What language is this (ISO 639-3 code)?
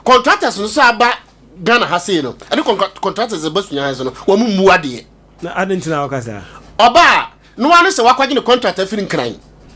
aka